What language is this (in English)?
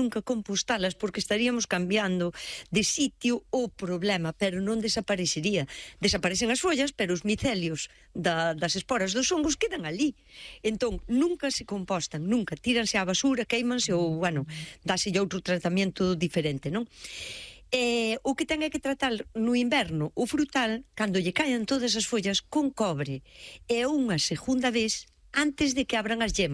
Galician